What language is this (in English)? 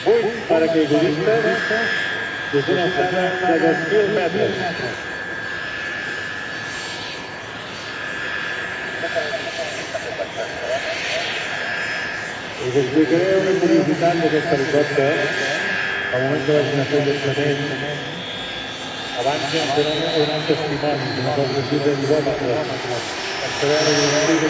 Catalan